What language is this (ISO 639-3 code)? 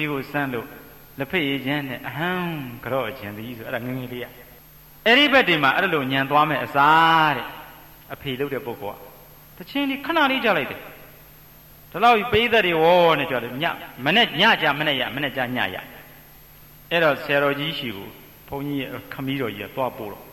mya